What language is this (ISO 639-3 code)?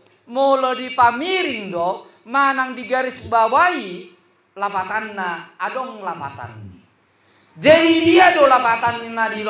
bbc